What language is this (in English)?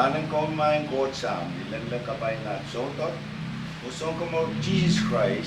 Pohnpeian